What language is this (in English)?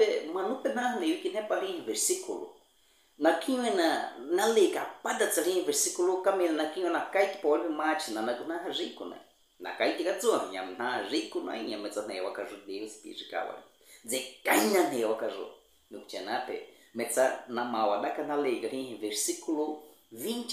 Baniwa